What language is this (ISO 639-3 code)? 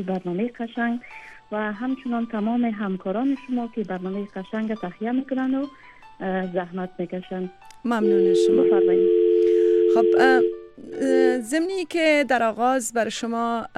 fas